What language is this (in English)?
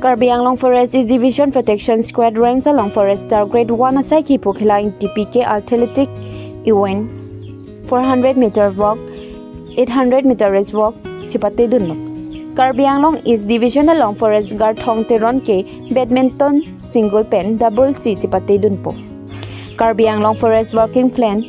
Karbi